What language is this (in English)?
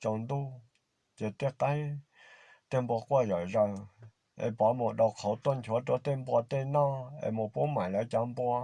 Hmong